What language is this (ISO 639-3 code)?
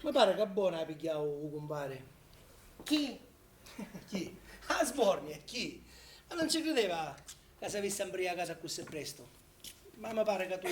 scn